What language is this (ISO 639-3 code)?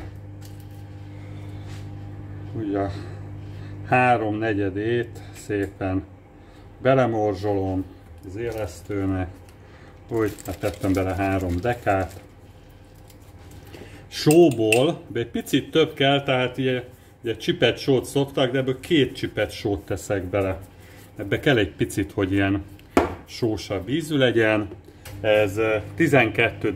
hun